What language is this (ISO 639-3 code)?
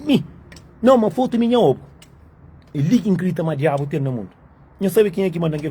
kea